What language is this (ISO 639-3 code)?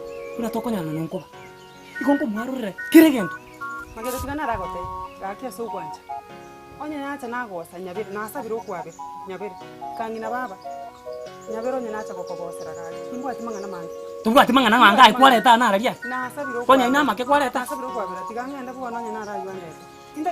guz